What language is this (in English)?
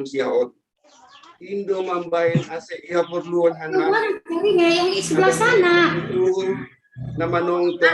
Batak Simalungun